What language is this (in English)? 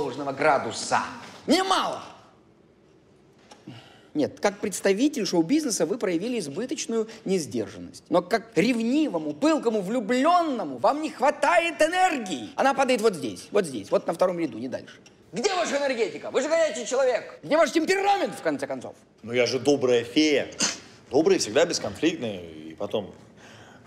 Russian